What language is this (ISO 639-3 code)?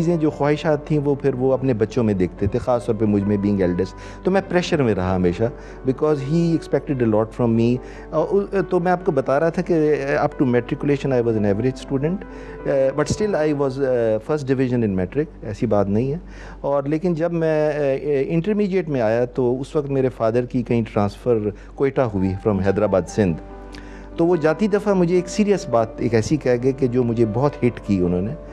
urd